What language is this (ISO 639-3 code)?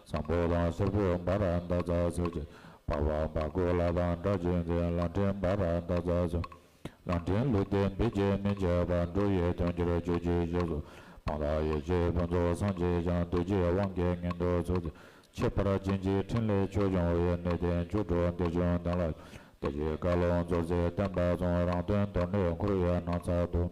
bod